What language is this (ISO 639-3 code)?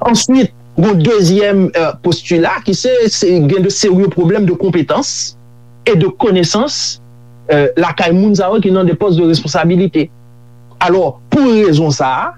hat